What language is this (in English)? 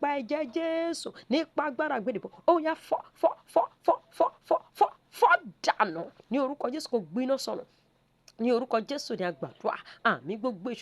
Yoruba